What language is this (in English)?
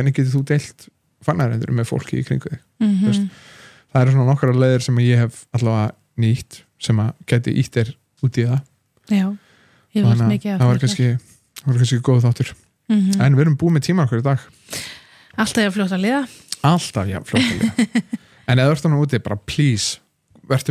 Icelandic